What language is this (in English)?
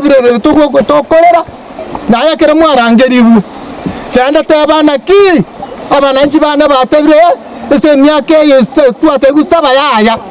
Gusii